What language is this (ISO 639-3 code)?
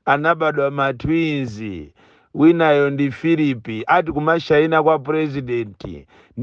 nya